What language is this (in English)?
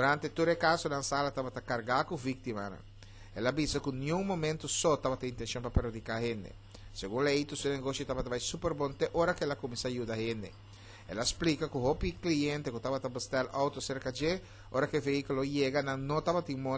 Papiamento